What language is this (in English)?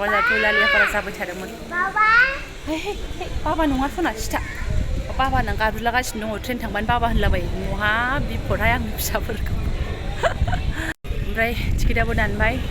Bodo